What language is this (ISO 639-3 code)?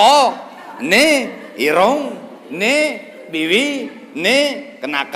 sas